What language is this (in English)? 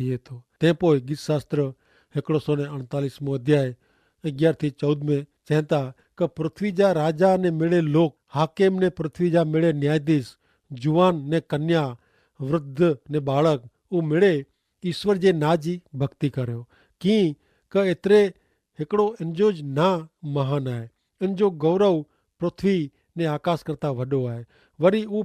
Kachhi